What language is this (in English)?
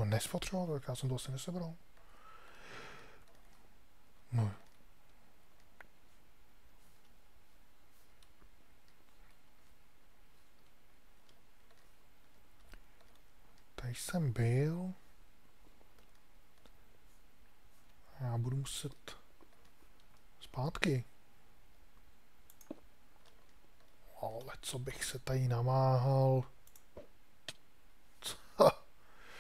Czech